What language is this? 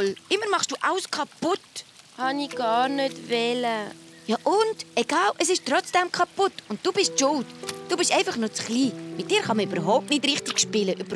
Swiss German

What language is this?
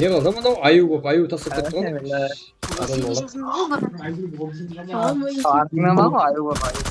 Kara-Kalpak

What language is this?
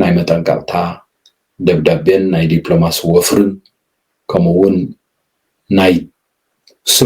Tigrinya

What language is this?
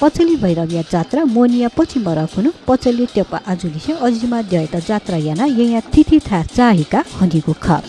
Newari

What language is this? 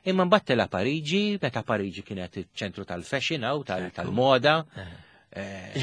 Maltese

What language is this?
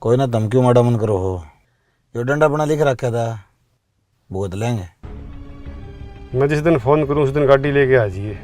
Haryanvi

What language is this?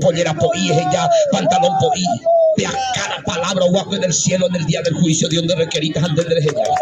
Guarani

